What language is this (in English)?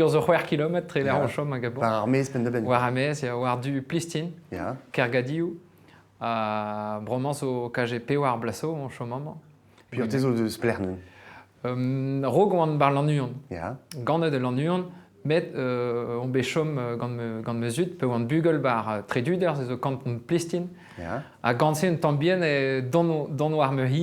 Breton